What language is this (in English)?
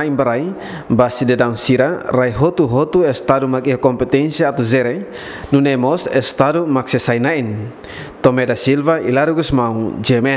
Tetum